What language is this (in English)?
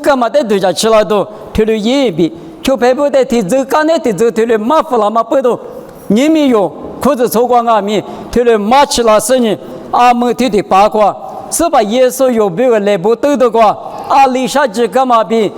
Lisu